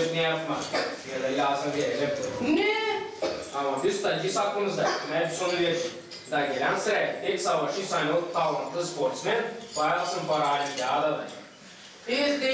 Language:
Gagauz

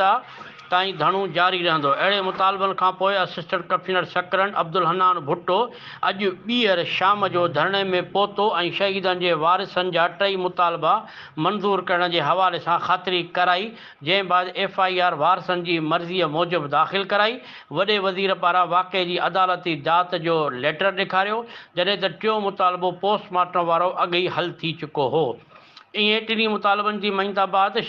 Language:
Sindhi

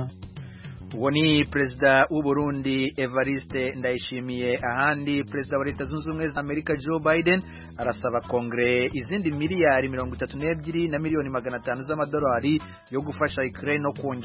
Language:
Kinyarwanda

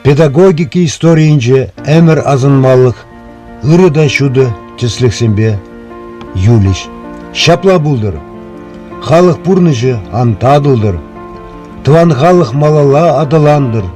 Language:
Chuvash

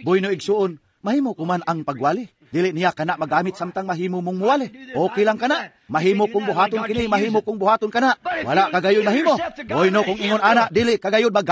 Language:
Cebuano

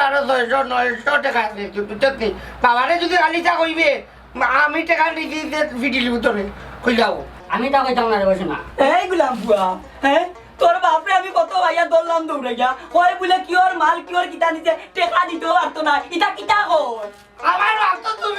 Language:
Sylheti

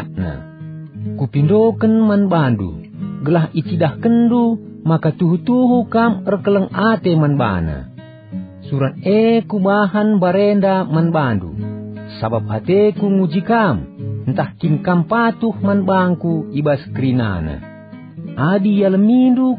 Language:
Batak Karo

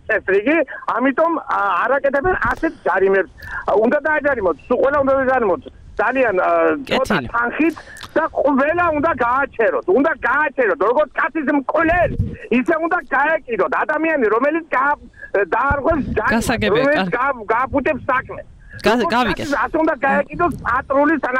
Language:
Georgian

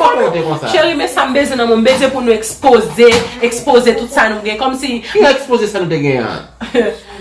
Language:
Haitian Creole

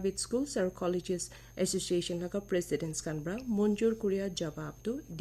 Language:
Naga Pidgin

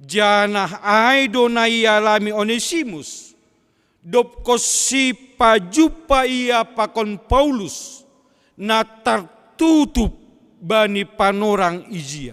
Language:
Batak Simalungun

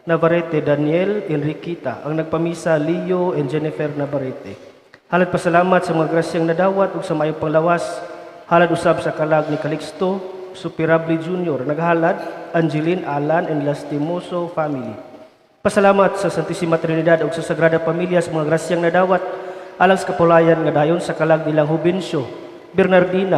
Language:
Cebuano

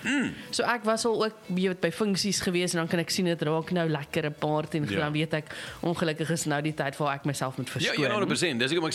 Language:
Afrikaans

